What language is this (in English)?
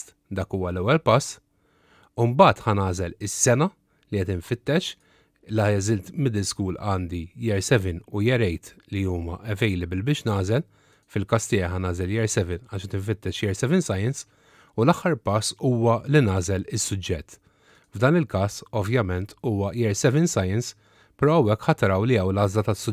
Maltese